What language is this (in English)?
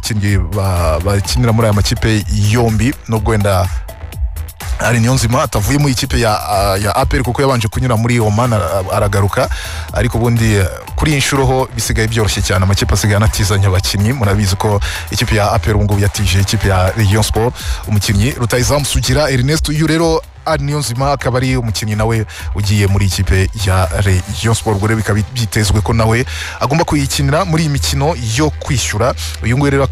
Kinyarwanda